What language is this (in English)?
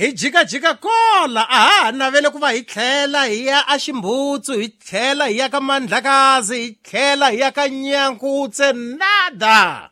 Tsonga